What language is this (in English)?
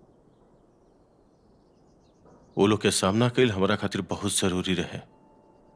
Bhojpuri